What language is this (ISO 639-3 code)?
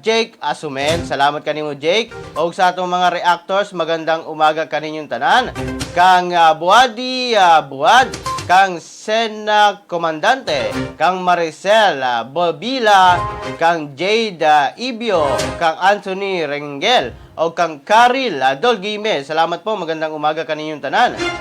ceb